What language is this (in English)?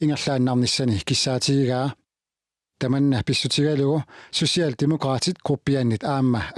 Kalaallisut